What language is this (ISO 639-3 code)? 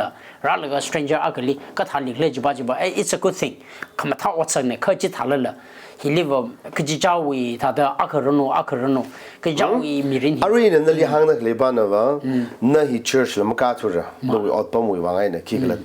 nmf